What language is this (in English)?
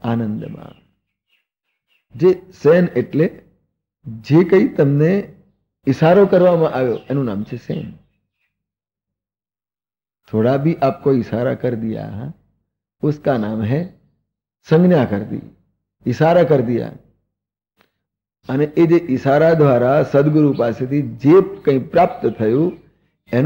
Gujarati